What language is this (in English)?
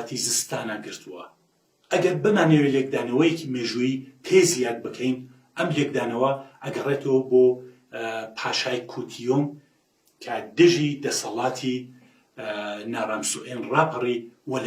Central Kurdish